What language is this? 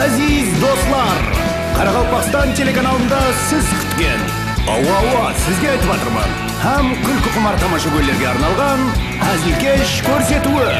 Kara-Kalpak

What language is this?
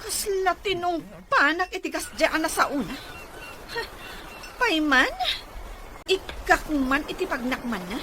Iloko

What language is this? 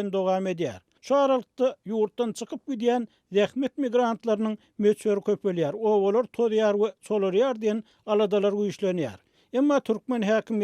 Turkmen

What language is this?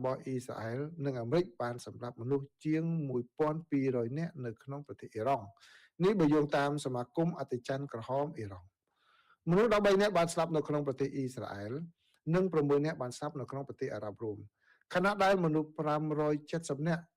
Khmer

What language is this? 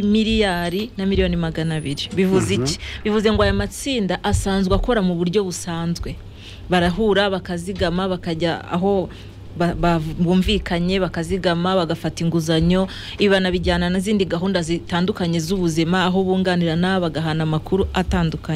Kinyarwanda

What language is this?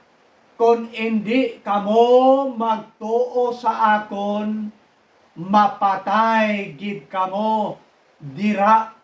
Hiligaynon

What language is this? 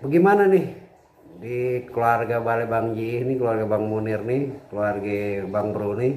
Betawi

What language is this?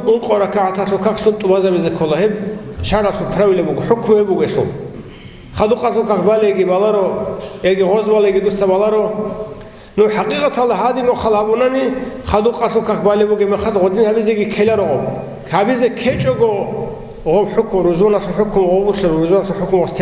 Avaric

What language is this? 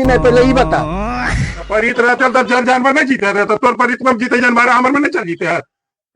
Magahi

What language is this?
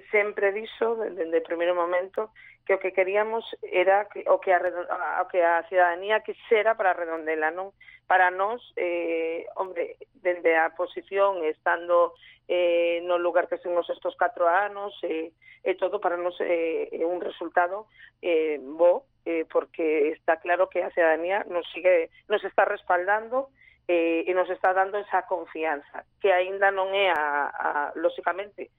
Galician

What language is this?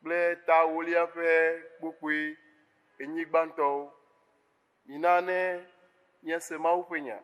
Ewe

